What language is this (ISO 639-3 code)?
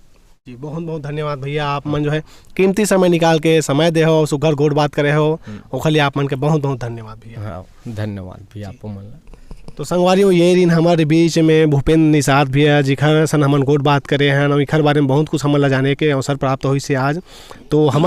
hne